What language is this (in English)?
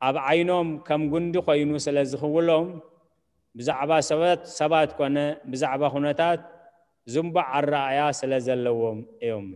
Tigrinya